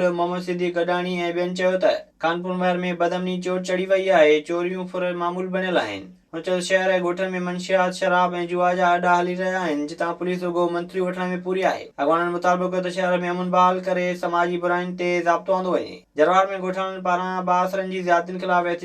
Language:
Sindhi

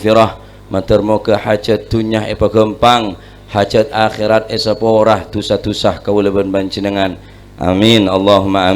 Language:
Madurese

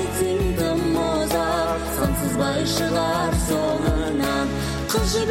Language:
Kazakh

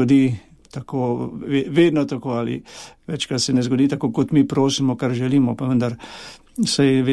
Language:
Slovenian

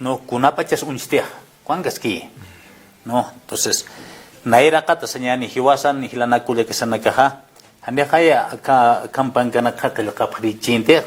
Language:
Aymara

